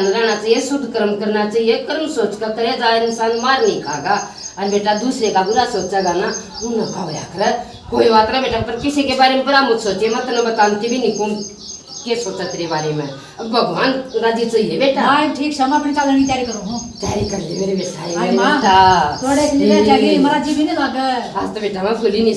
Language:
Haryanvi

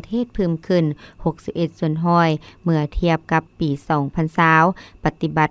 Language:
Lao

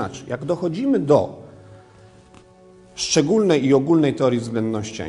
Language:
Polish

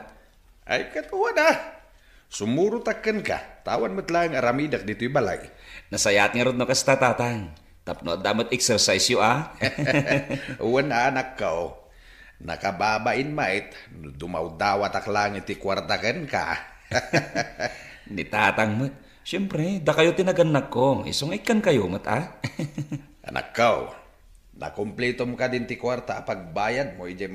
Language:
Iloko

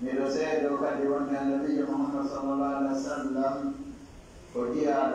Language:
Fula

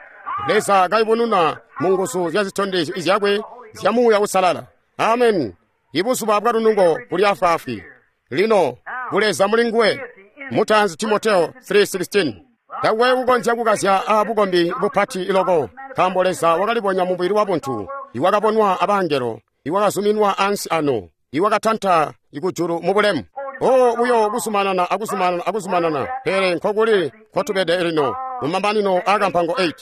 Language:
Tonga (Zambia)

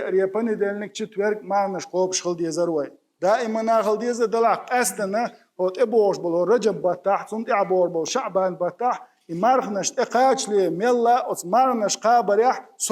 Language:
Chechen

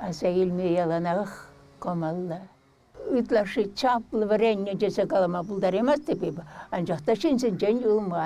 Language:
Chuvash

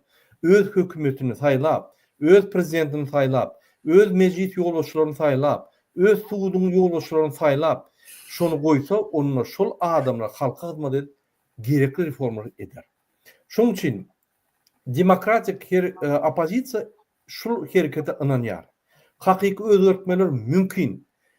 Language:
Turkmen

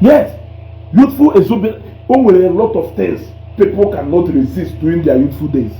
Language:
Igbo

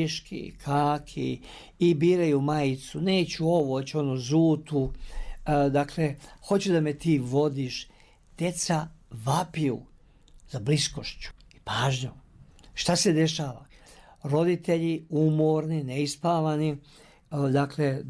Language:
Serbian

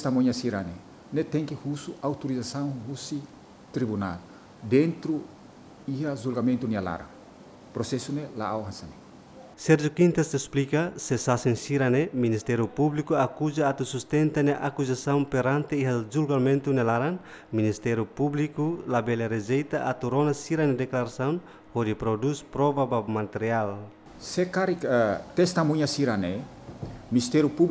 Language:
Tetum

